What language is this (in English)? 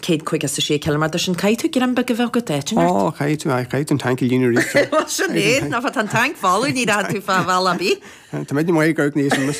Irish